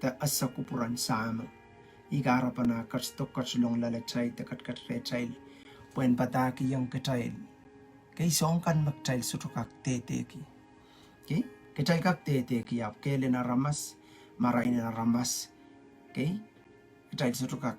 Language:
Pohnpeian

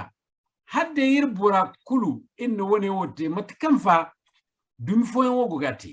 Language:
Zarma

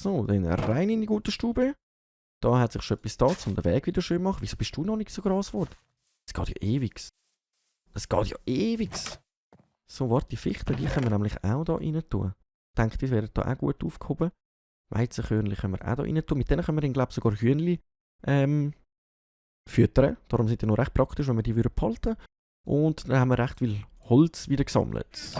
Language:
Swiss German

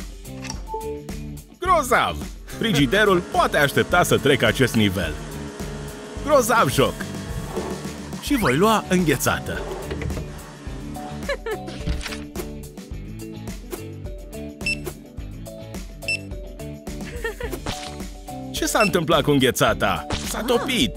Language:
Romanian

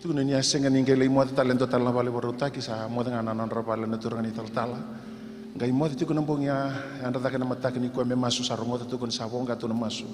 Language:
Fijian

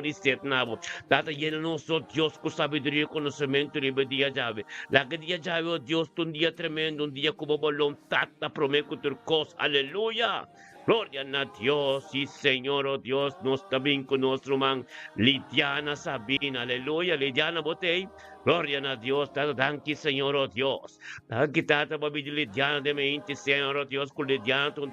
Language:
Papiamento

